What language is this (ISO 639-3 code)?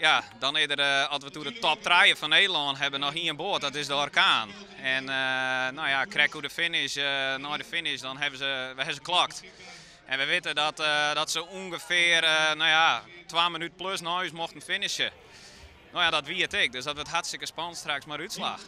fry